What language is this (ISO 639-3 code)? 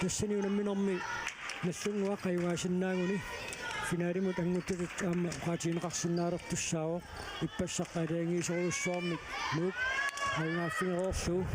kal